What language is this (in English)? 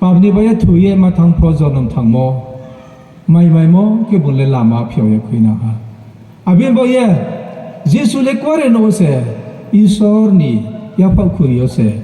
Riang (India)